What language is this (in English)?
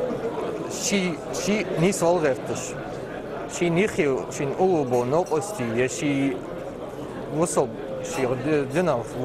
Ingush